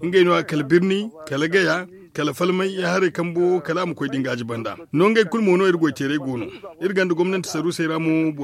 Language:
Zarma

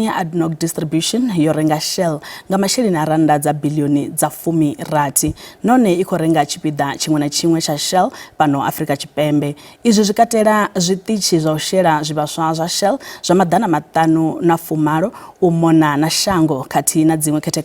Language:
Venda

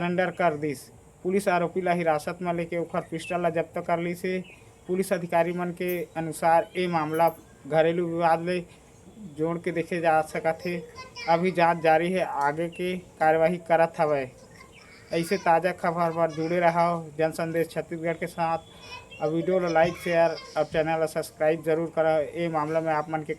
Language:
Chhattisgarhi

